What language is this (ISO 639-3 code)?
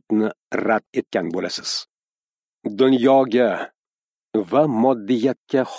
uzb